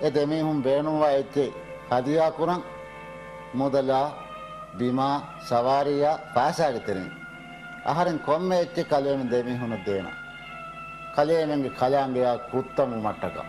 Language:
Divehi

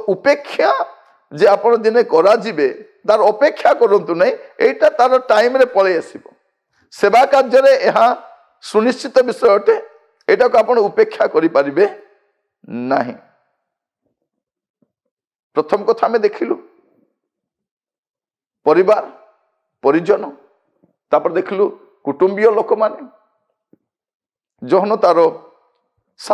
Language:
Odia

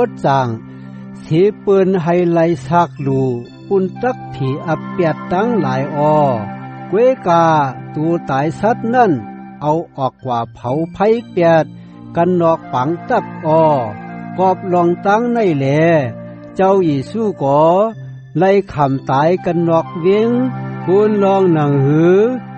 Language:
Shan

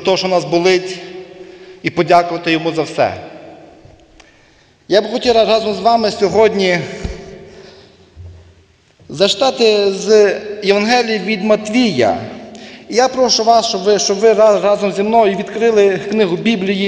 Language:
Ukrainian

